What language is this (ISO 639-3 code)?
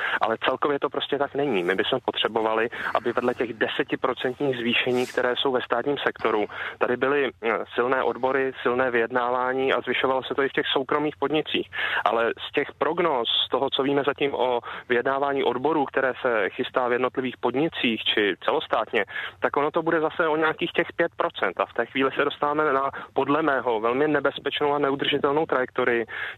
ces